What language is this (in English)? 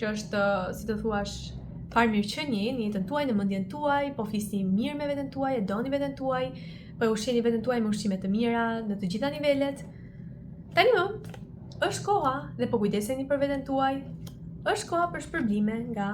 Albanian